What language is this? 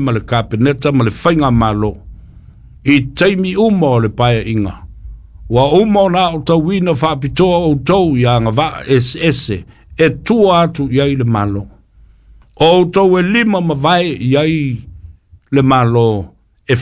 Samoan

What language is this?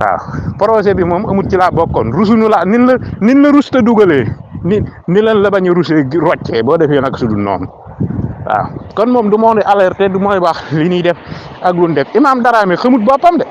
Wolof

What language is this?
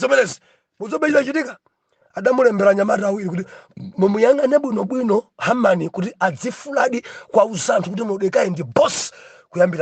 Nyanja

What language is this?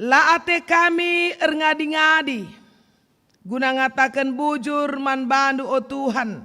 Batak Karo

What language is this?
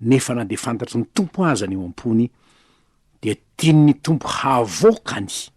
Malagasy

